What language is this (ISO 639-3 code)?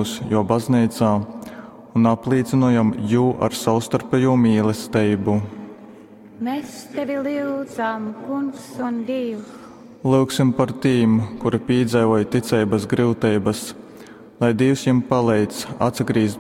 ltg